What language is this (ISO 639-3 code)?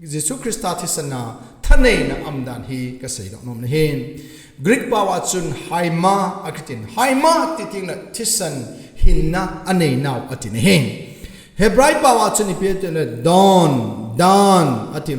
tcz